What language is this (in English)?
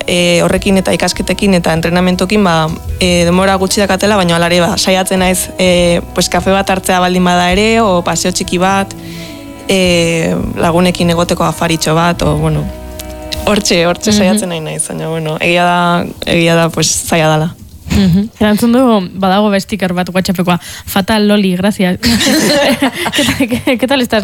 Basque